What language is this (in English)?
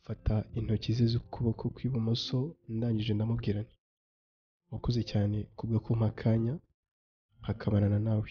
Kinyarwanda